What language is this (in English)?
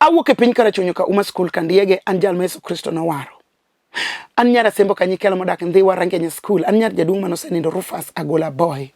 Luo (Kenya and Tanzania)